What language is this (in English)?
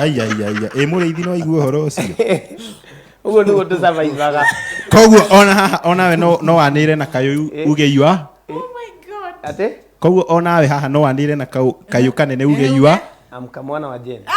Kikuyu